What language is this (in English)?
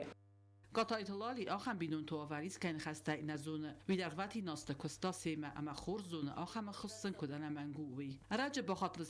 Ossetic